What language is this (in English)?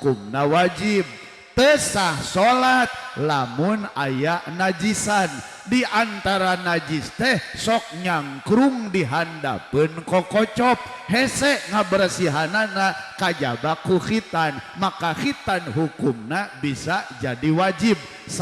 Sundanese